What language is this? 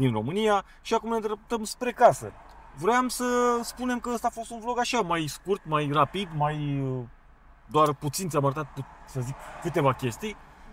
Romanian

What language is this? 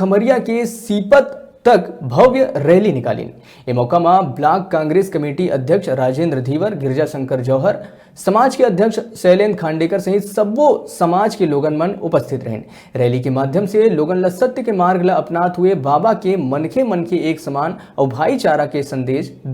Chhattisgarhi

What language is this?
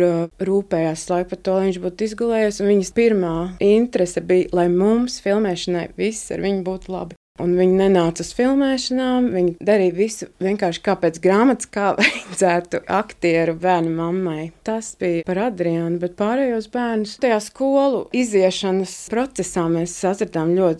Latvian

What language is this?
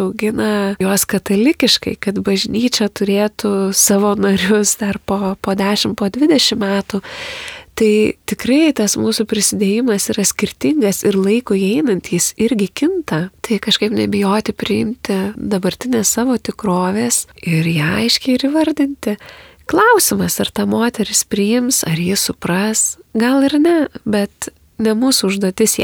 Lithuanian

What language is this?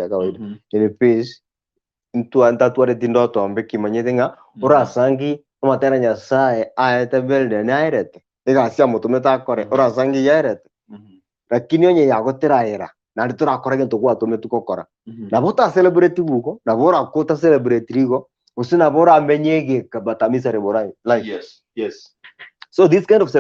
Gusii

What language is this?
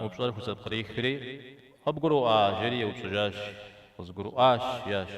Kabardian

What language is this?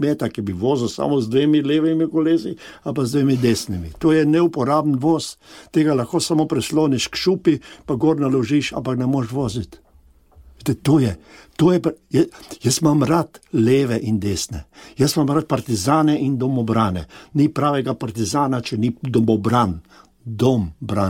Slovenian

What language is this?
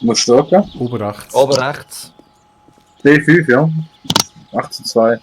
Swiss German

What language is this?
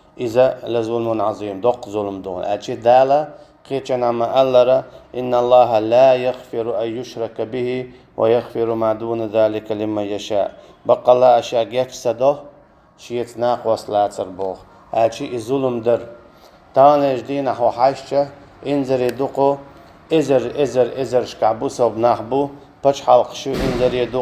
Chechen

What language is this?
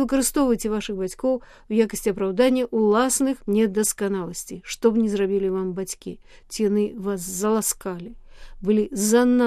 Belarusian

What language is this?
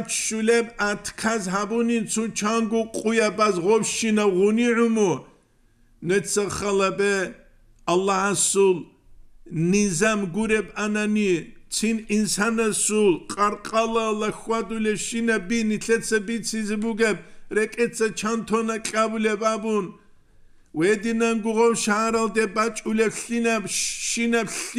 Avaric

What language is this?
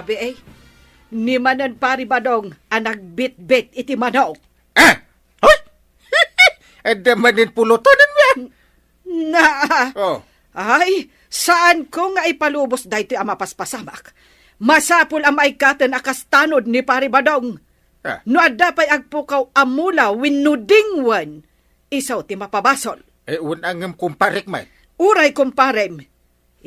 Iloko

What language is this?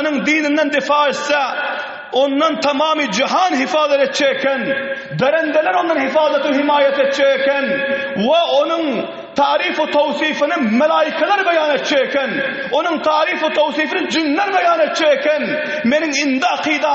Turkmen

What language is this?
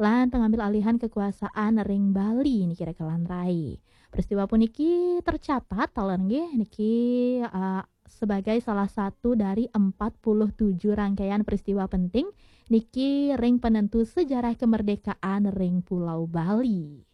Balinese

